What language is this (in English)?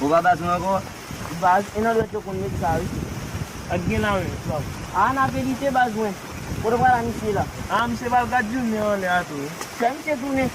Haitian Creole